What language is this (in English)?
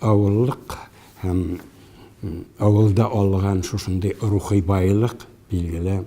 Tatar